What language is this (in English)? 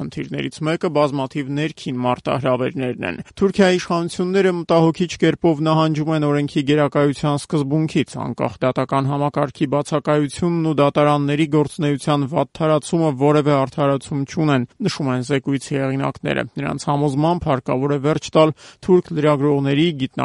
Armenian